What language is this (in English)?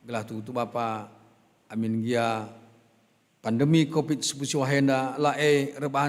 Batak Karo